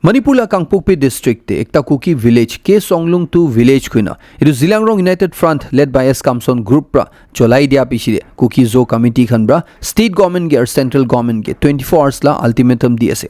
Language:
Naga Pidgin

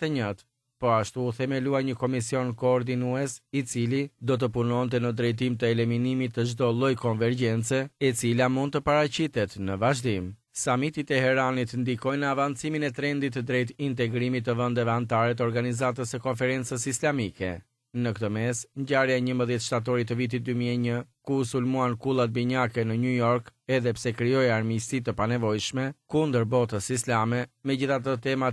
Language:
Albanian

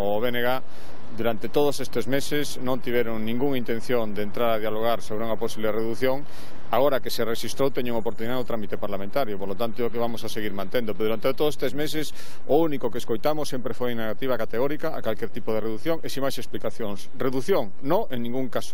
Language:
Galician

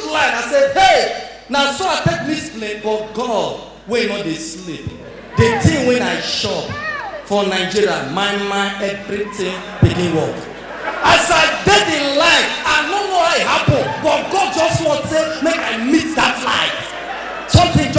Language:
Nigerian Pidgin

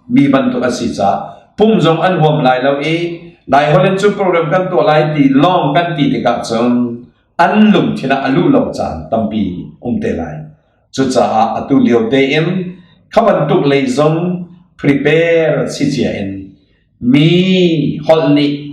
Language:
Hakha Chin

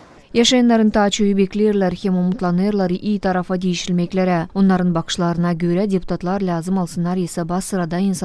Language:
Gagauz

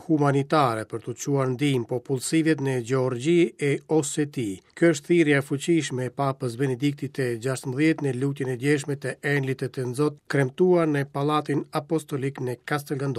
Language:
Albanian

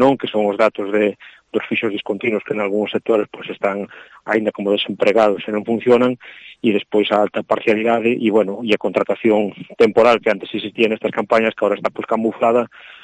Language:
Galician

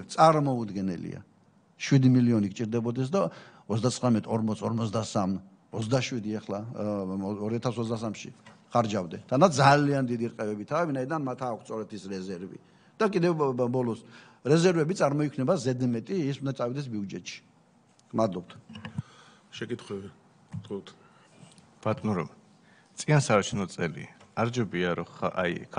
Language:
Georgian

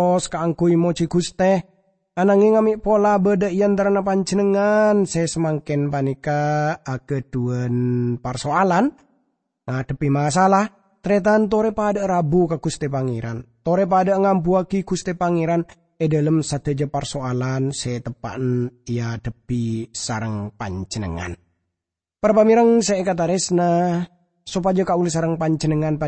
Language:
Madurese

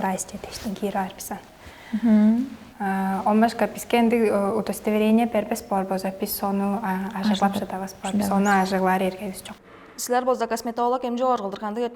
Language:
Tuvinian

